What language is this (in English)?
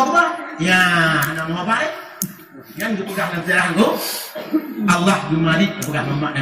Achinese